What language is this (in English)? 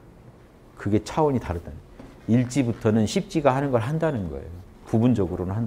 Korean